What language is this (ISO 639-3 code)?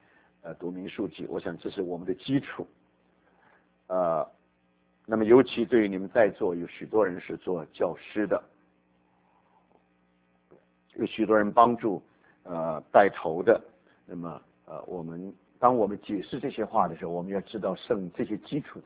zho